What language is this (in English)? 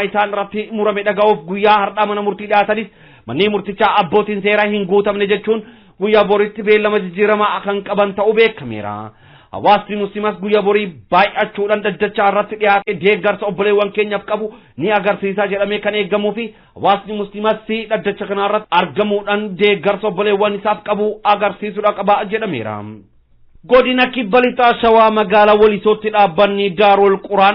Oromo